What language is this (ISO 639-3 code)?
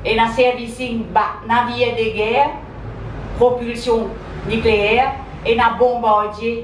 mfe